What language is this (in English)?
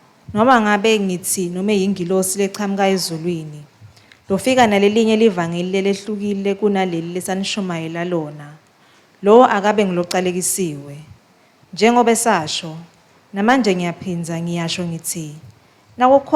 Swati